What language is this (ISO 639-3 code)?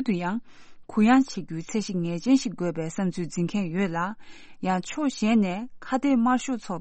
bod